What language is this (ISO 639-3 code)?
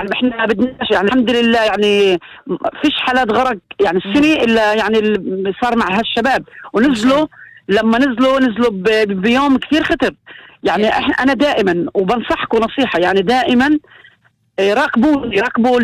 apc